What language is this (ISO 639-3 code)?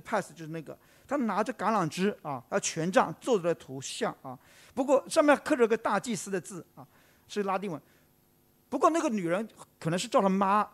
zho